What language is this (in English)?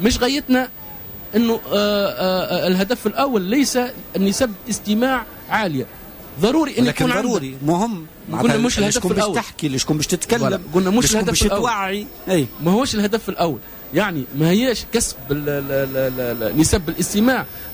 Tunisian Arabic